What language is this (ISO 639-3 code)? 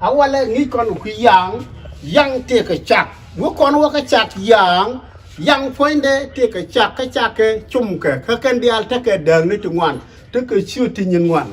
nus